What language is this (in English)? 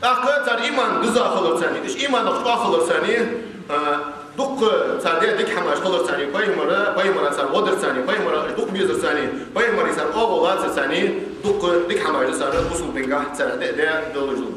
Ingush